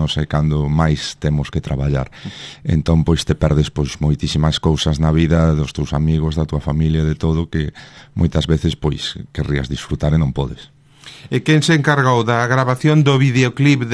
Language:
Galician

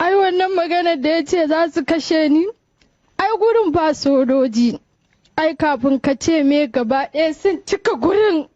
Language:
Hausa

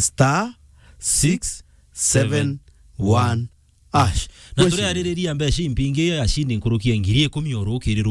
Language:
Meru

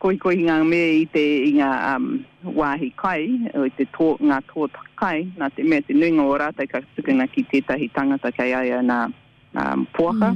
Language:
Māori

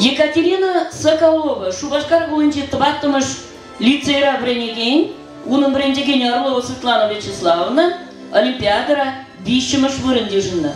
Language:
Chuvash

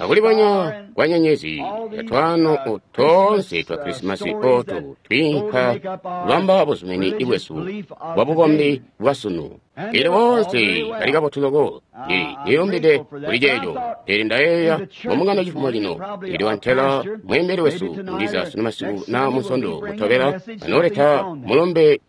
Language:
Tonga (Zambia)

